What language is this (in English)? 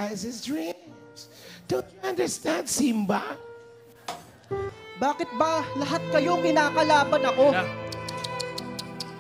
Filipino